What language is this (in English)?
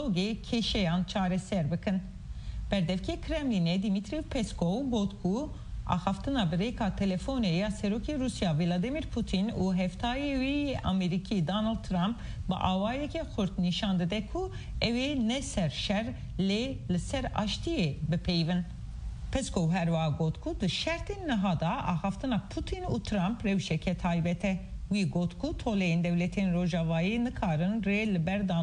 Kurdish